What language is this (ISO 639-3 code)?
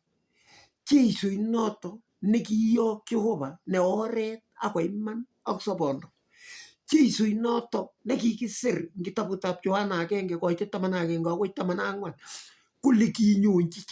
kln